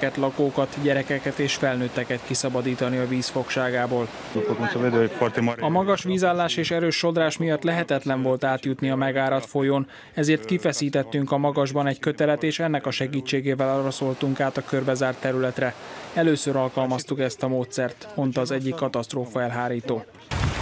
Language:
Hungarian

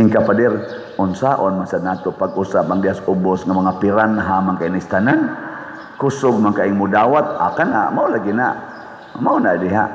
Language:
Cebuano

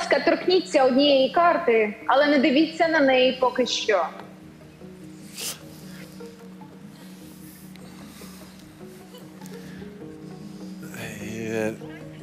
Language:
Ukrainian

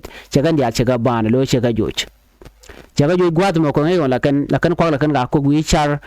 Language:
Nuer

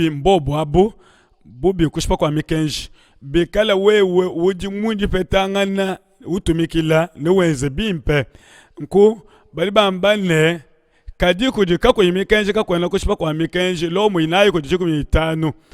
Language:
Luba-Lulua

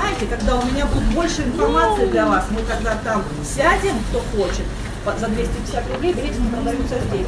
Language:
Russian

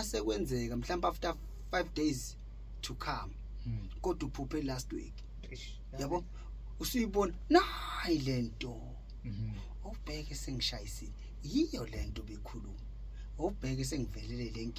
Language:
Zulu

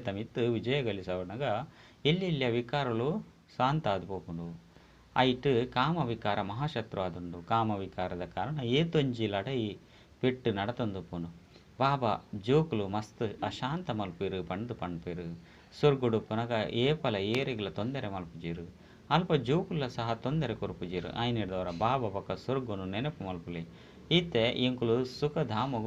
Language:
Tulu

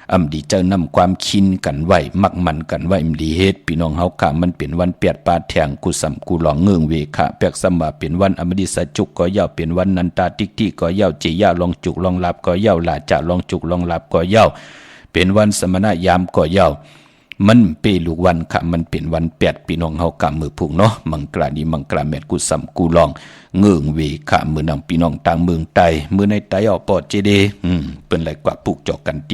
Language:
Shan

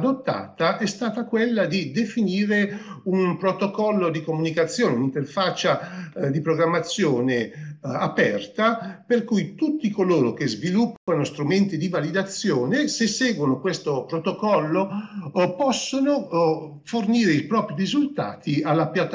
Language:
Italian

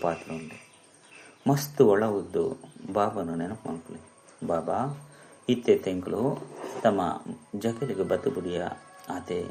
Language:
Tulu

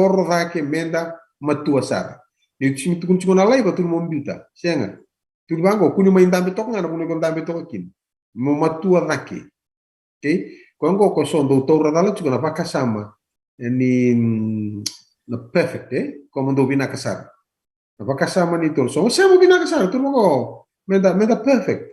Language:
Fijian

